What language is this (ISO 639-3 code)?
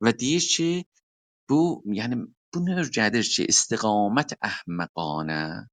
azb